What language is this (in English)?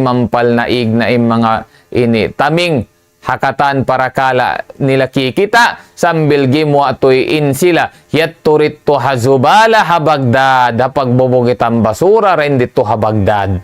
Tausug